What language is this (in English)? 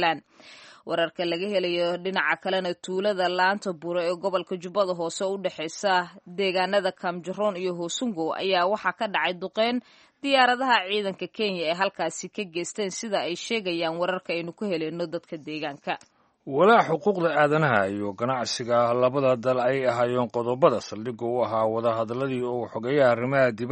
Somali